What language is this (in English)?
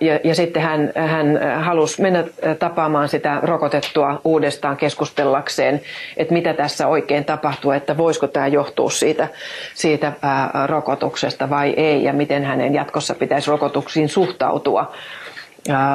Finnish